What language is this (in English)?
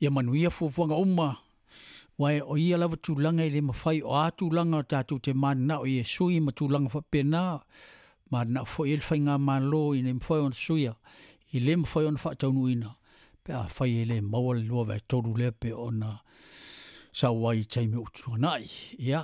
Samoan